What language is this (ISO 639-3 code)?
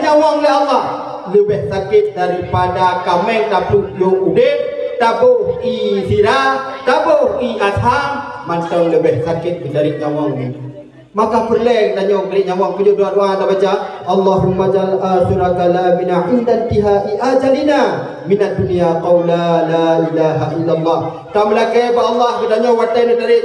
ace